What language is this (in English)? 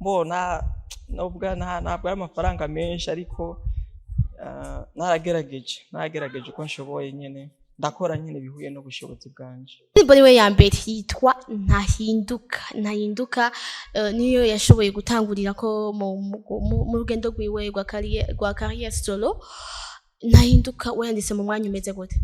Rundi